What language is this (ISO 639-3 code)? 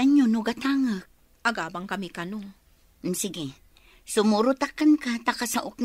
ilo